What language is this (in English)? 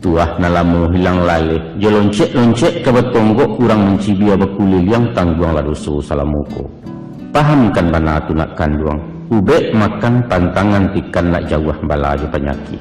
Minangkabau